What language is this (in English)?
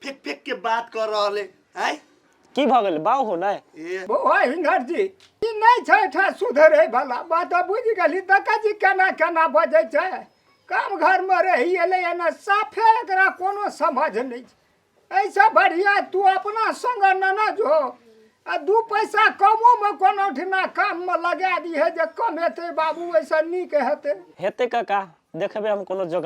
Maithili